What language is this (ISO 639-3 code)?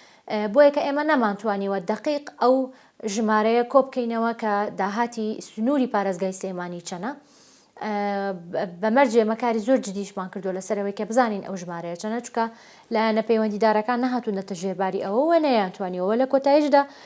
ckb